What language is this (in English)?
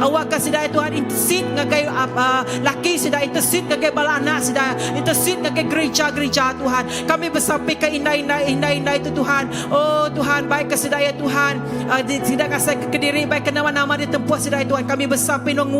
Iban